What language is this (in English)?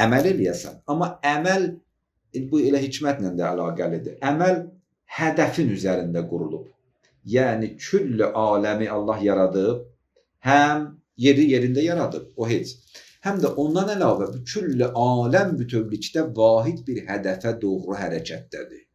Azerbaijani